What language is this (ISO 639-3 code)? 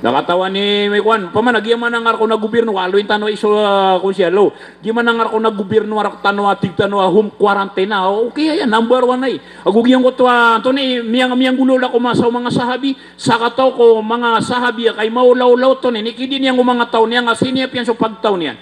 mrw